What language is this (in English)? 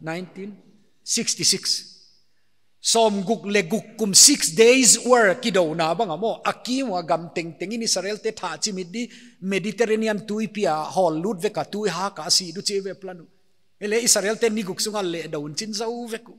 Paite Chin